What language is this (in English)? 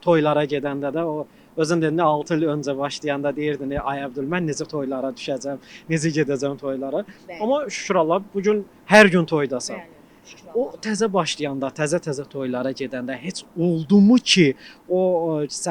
Azerbaijani